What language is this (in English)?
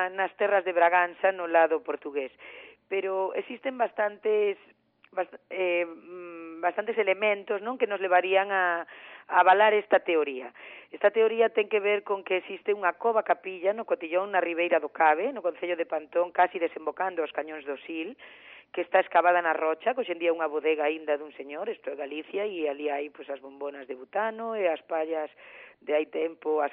Galician